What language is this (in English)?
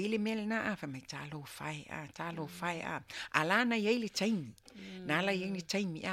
Samoan